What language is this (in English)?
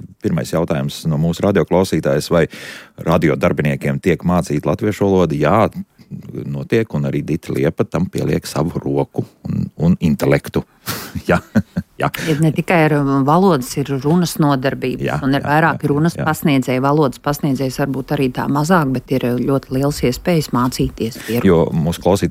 Latvian